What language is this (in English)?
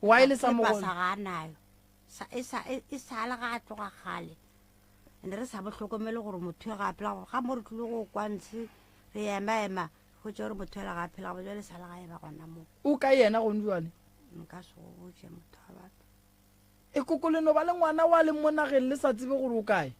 Northern Sotho